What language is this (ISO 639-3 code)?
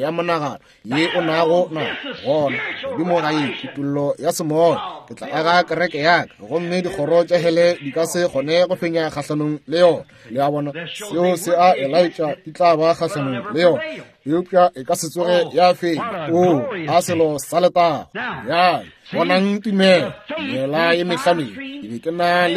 nso